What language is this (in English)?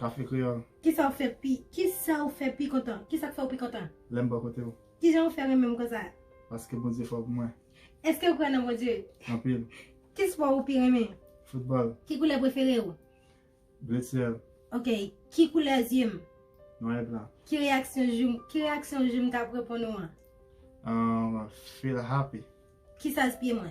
Haitian Creole